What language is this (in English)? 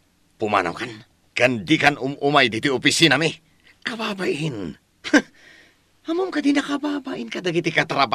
Iloko